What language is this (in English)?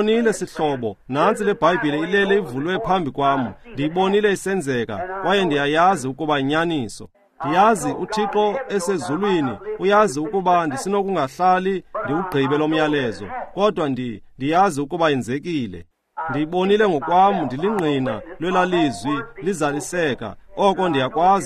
Xhosa